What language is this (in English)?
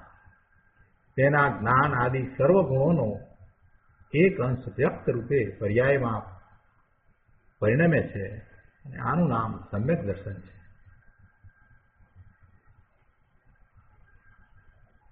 Gujarati